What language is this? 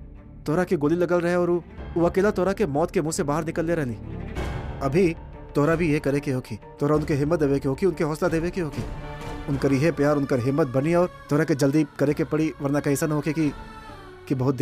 Bhojpuri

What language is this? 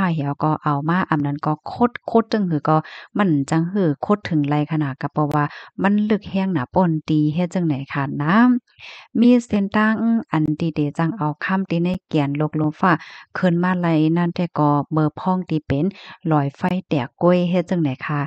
Shan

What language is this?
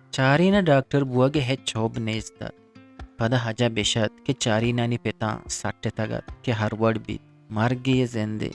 Eastern Balochi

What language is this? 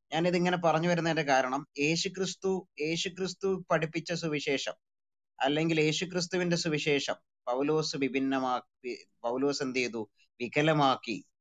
Malayalam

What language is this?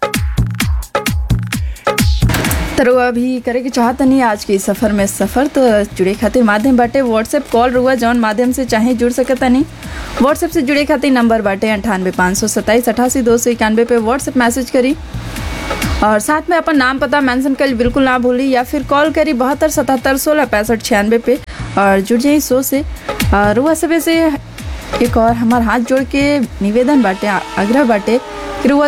Bhojpuri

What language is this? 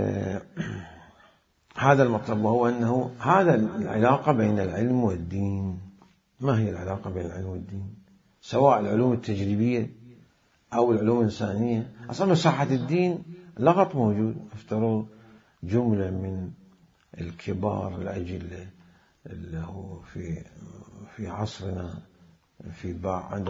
Mesopotamian Arabic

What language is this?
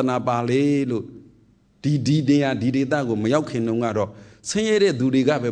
Burmese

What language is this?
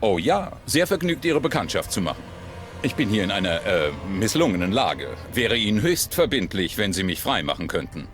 Bavarian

